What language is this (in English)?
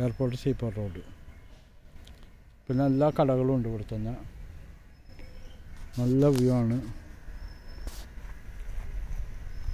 Malayalam